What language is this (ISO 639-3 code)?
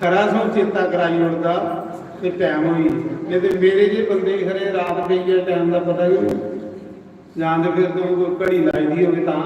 doi